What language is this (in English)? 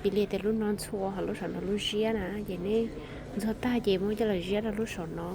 Hmong